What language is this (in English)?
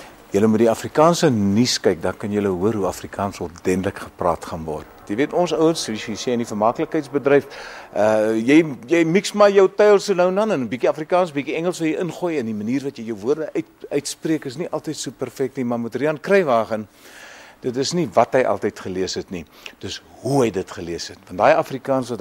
Afrikaans